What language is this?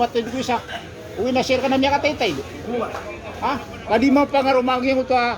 Maranao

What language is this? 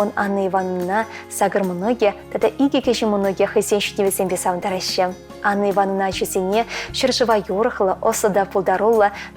Chuvash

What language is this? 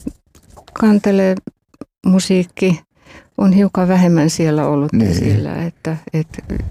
Finnish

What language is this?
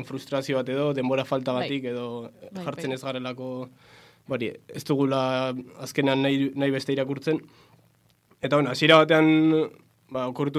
Basque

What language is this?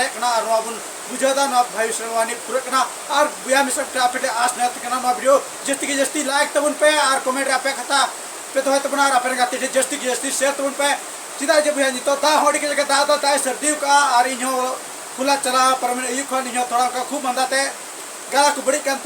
Santali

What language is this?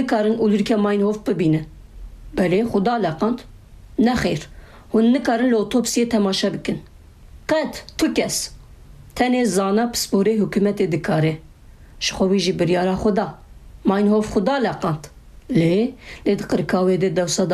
Kurdish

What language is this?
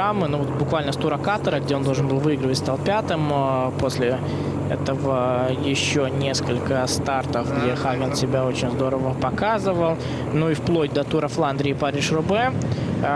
Russian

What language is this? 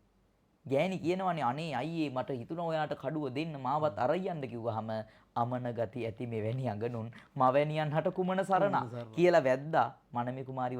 Sinhala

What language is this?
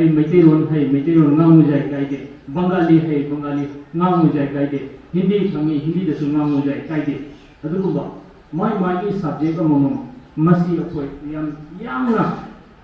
Manipuri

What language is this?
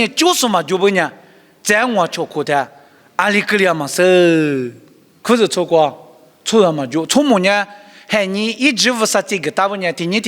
Lisu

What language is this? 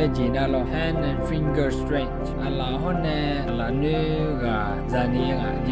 Akha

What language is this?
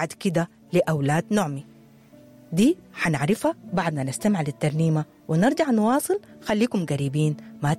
Sudanese Arabic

